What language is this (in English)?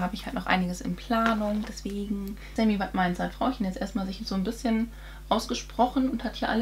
German